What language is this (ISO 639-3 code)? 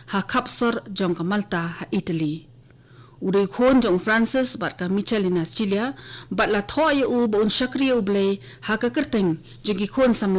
kha